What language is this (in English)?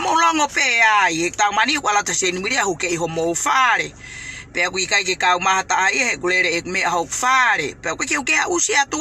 Tongan